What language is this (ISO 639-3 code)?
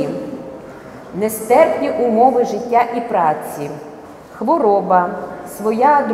ukr